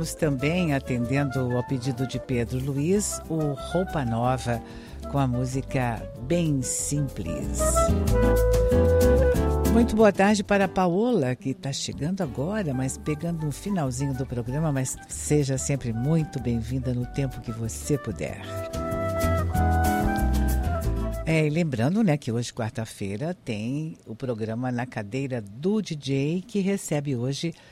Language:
Portuguese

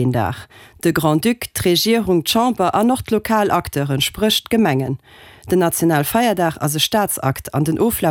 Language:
Luxembourgish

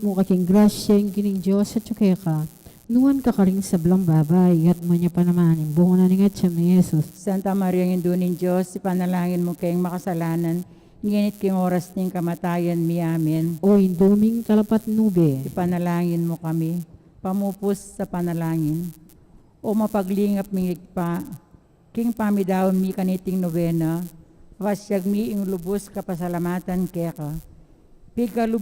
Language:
Pampanga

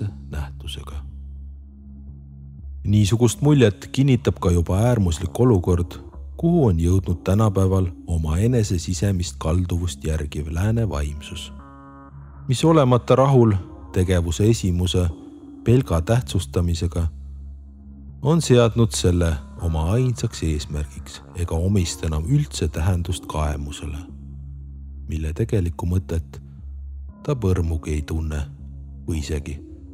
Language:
Estonian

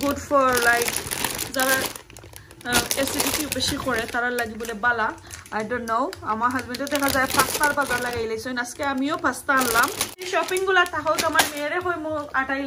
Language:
Sylheti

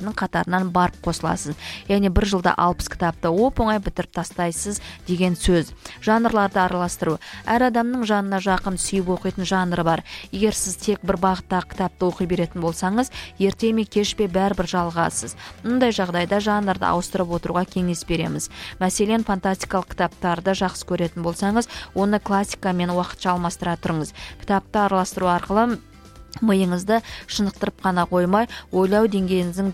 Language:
Kazakh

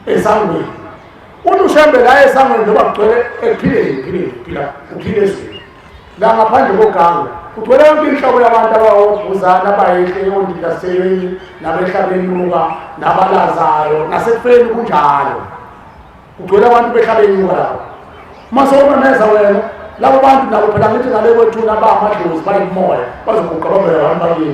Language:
Zulu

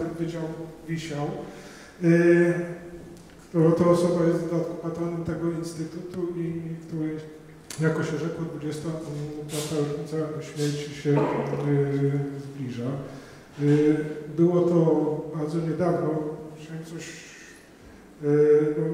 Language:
Polish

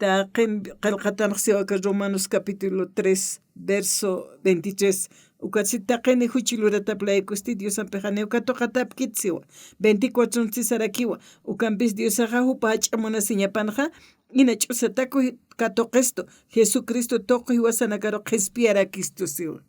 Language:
Aymara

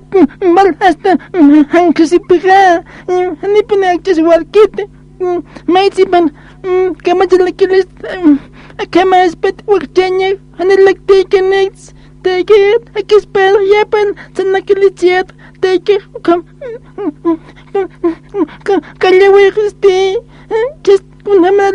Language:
Aymara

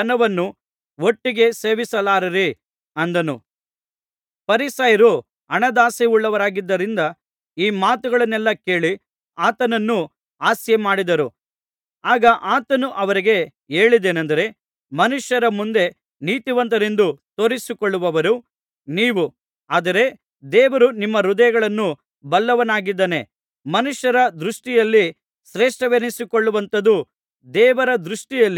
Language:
Kannada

